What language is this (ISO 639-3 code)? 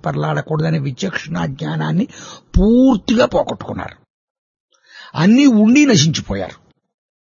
tel